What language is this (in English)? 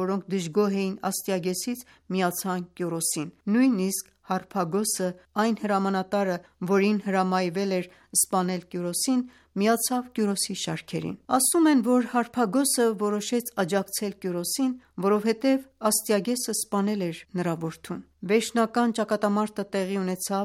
Armenian